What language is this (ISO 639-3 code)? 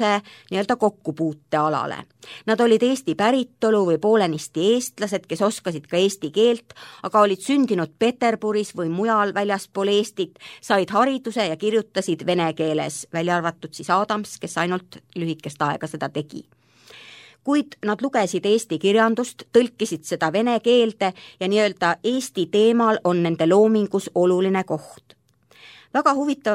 est